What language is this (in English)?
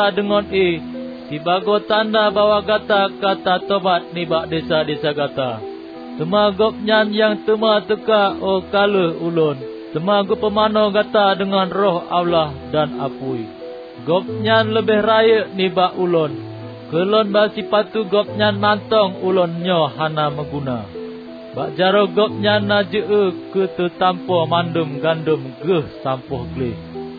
Achinese